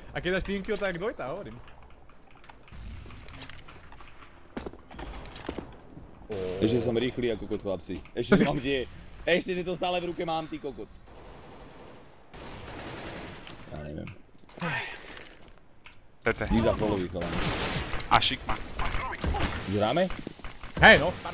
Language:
Slovak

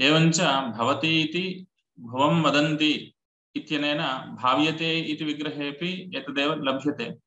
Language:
Sanskrit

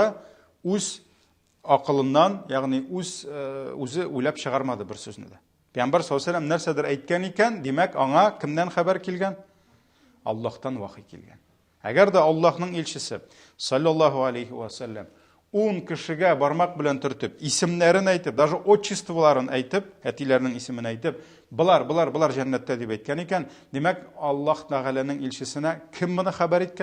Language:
Tatar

